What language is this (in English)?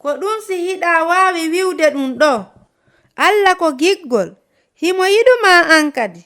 Fula